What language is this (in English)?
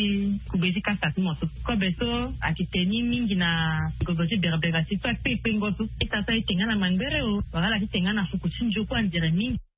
Sango